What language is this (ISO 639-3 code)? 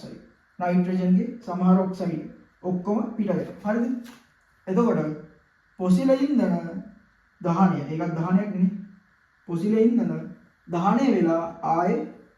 sin